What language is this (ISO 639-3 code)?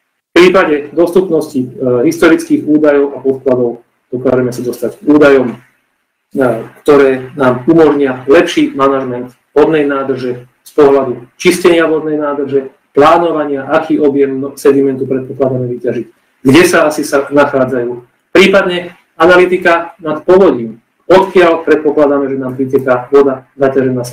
slk